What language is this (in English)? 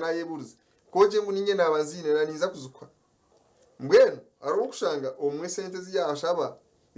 Nyankole